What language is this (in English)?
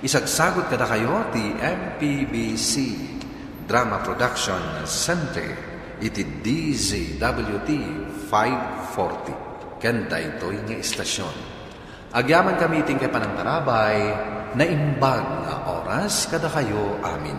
Iloko